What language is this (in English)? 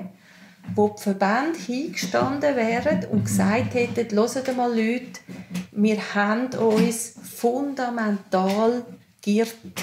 Swiss German